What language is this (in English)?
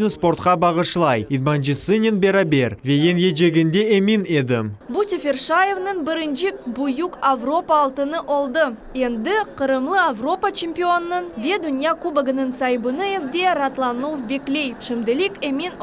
Crimean Tatar